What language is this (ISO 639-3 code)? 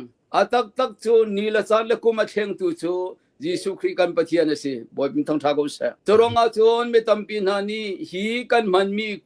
cnh